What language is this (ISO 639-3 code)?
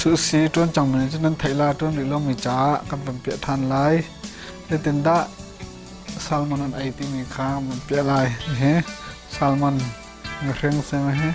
cnh